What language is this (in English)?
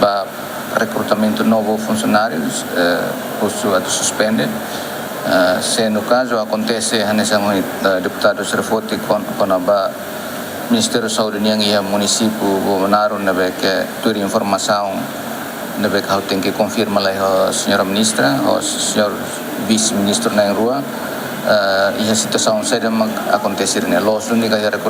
Tetum